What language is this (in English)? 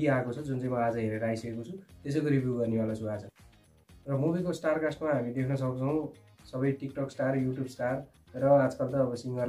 Nepali